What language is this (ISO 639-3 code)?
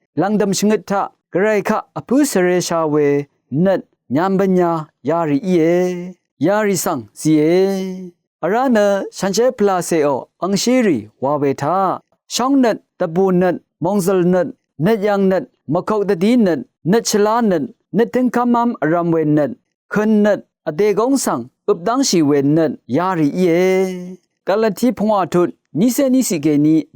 raw